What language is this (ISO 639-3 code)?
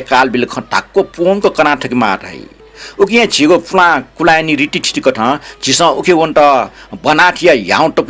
new